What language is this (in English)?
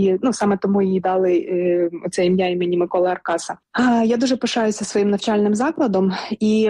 Ukrainian